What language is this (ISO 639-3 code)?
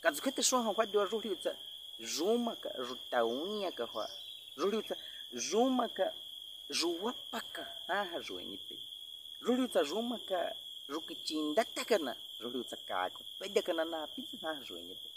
bwi